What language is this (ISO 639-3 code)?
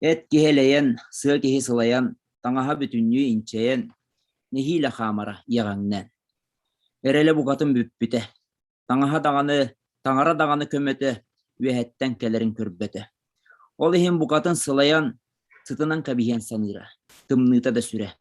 sah